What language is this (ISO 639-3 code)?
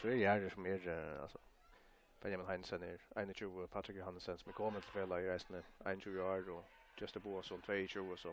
fao